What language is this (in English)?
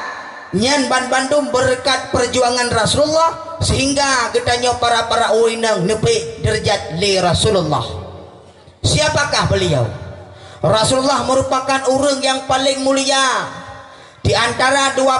Achinese